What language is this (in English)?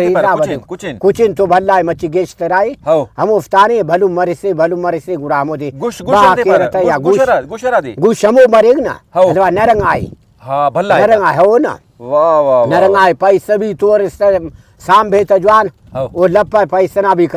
Brahui